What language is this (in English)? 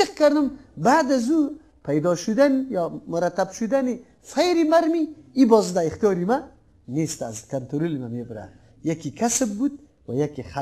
Persian